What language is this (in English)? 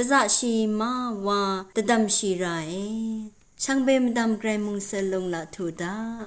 Rawang